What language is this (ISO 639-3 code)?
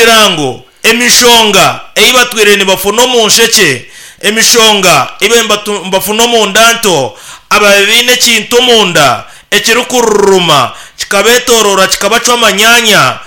nyn